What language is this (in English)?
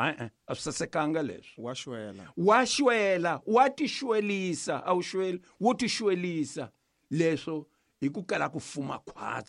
Tsonga